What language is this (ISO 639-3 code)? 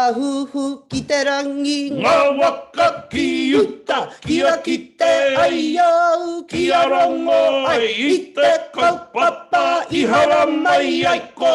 mri